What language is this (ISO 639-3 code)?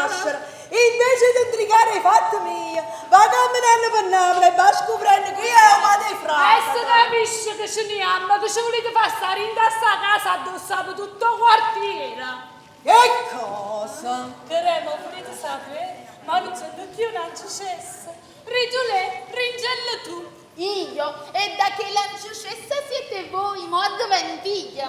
nap